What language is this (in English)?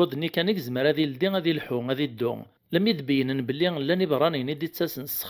Kabyle